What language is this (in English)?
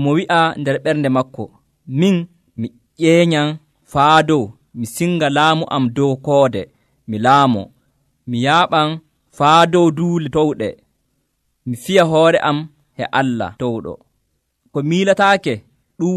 Nigerian Fulfulde